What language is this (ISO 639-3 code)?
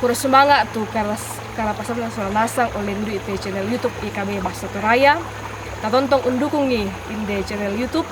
sda